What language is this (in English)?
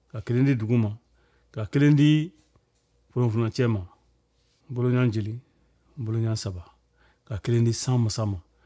Bambara